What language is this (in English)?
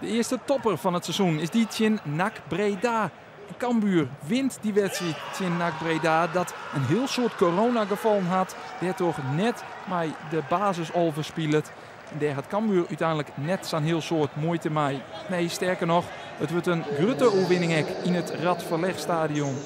Western Frisian